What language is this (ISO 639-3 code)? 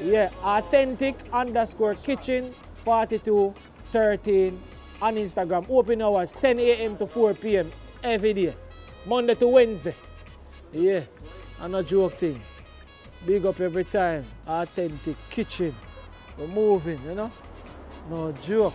jam